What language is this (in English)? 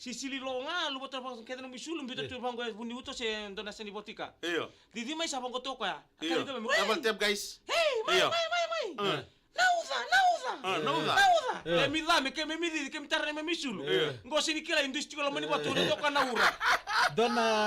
Fijian